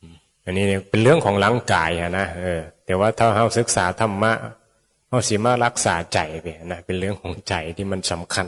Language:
Northeastern Thai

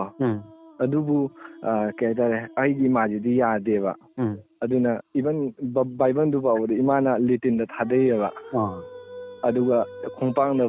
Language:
Manipuri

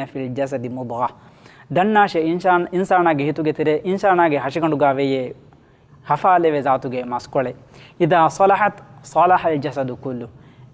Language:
Divehi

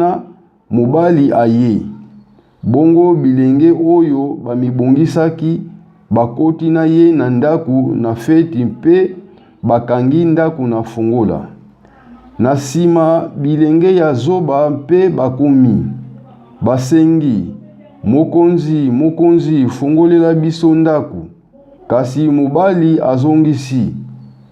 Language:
Lingala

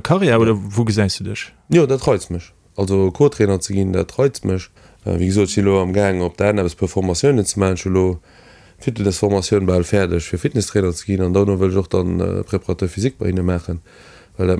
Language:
Luxembourgish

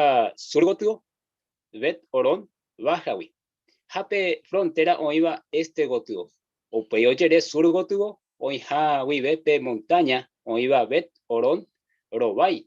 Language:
Guarani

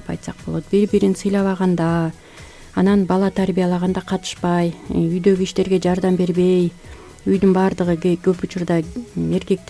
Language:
Kyrgyz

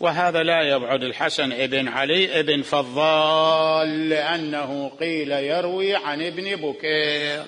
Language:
Mesopotamian Arabic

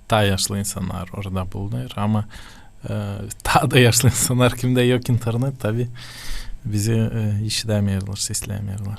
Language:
Gagauz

